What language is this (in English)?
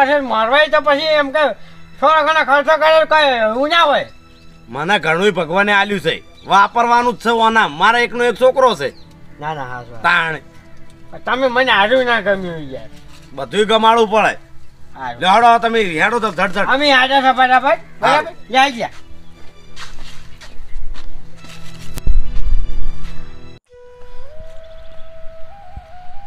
Gujarati